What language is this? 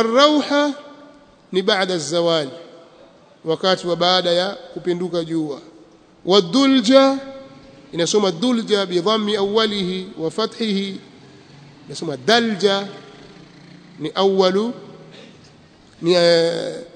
Swahili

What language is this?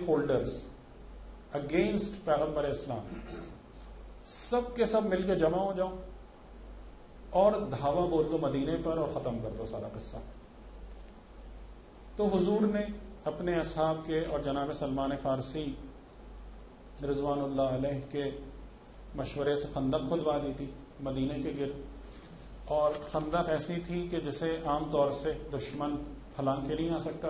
Urdu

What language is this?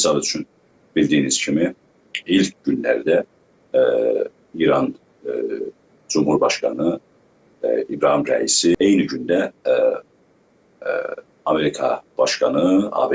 South Azerbaijani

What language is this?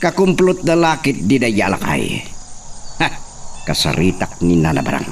Iloko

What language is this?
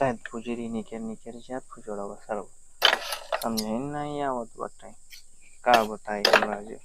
Awadhi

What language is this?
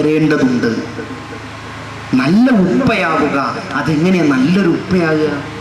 Malayalam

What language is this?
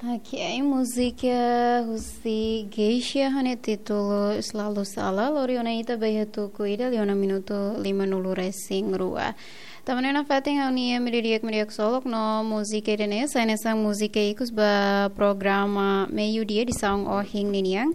Tetum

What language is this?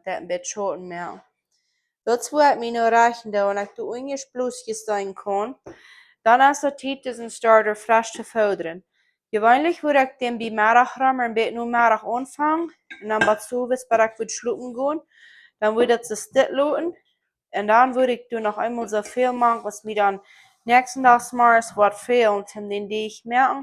Plautdietsch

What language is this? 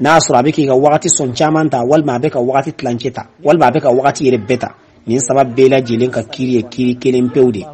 Bambara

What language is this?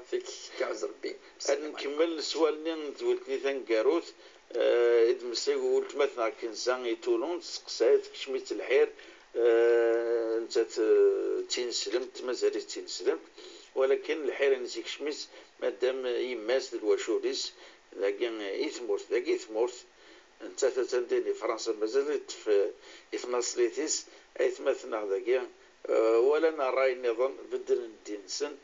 Kabyle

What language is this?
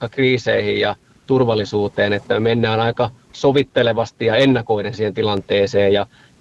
Finnish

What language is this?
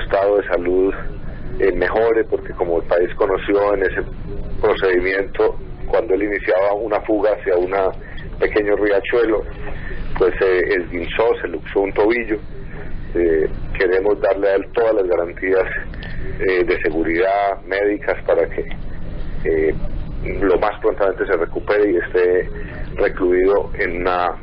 Spanish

